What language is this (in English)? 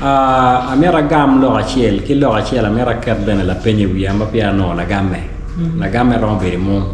Acoli